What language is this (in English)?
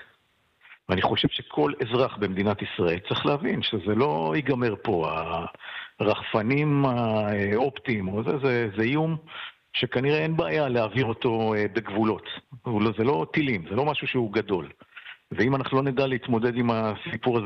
Hebrew